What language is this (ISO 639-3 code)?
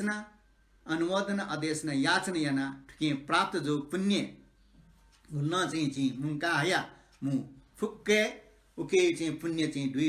new